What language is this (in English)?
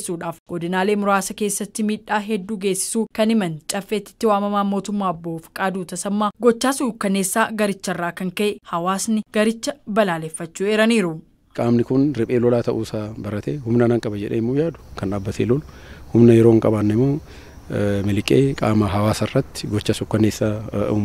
Oromo